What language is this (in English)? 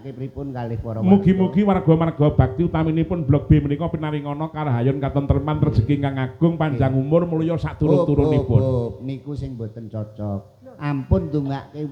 Javanese